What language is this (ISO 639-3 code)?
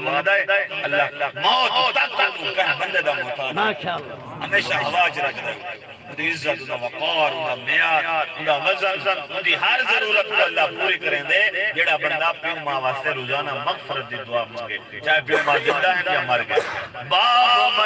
skr